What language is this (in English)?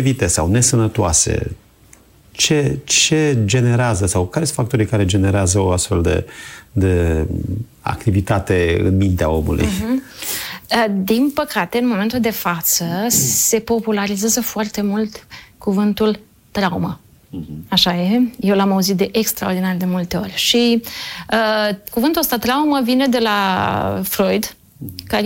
Romanian